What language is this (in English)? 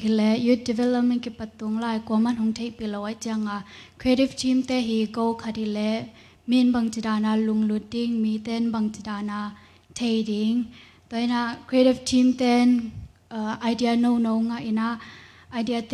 Tedim Chin